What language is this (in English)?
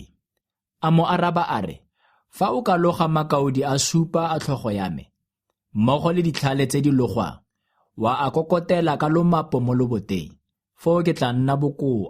Tswana